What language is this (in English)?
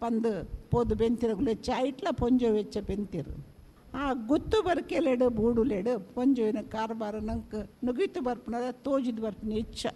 Tulu